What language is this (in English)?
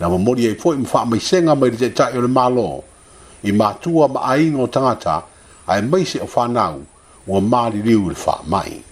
Samoan